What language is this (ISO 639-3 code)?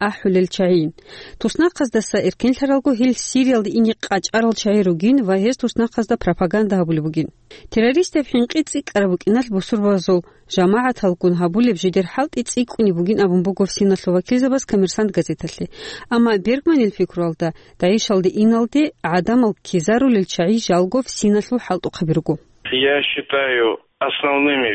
ava